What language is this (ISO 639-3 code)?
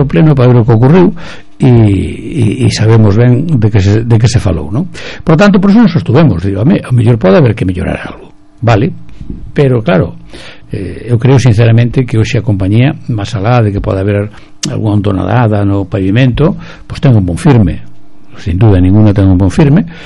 glg